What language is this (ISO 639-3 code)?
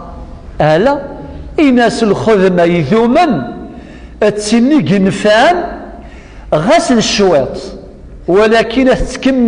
kab